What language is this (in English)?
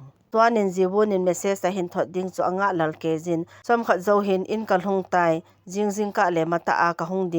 Thado Chin